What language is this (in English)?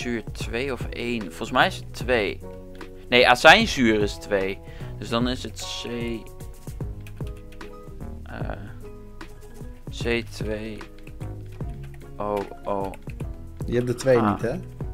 Dutch